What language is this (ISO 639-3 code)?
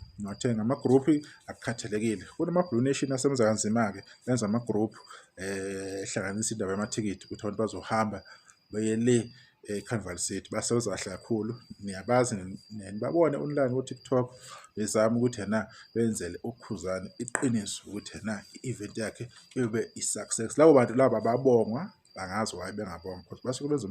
zul